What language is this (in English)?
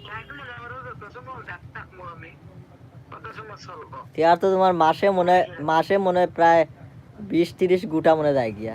Sylheti